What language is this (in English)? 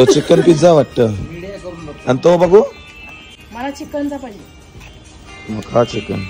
Marathi